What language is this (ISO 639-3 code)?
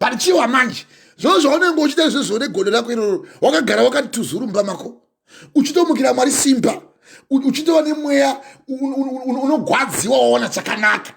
sna